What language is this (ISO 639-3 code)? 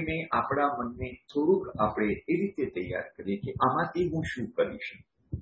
guj